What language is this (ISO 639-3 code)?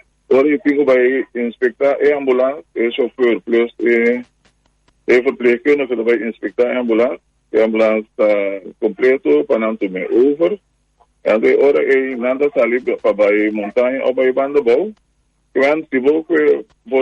pap